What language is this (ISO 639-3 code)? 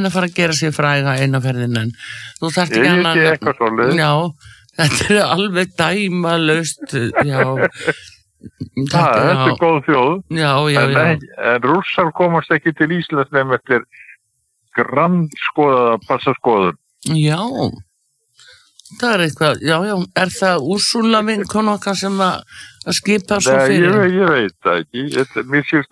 isl